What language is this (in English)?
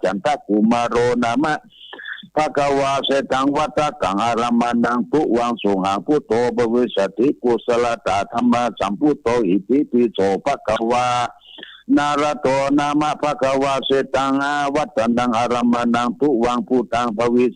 Pali